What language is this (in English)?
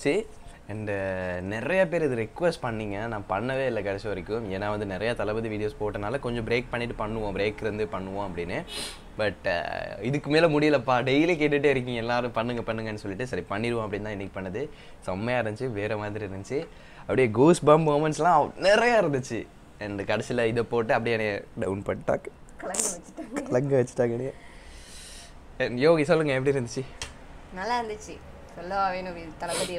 Tamil